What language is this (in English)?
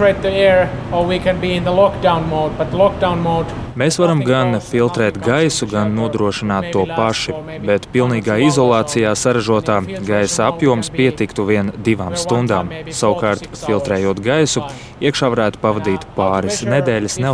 Latvian